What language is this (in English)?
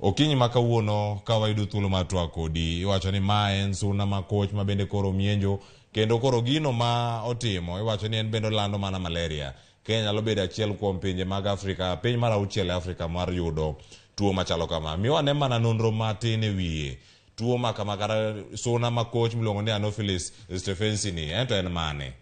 Luo (Kenya and Tanzania)